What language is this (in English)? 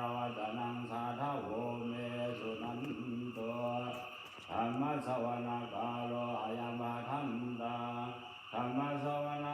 Pali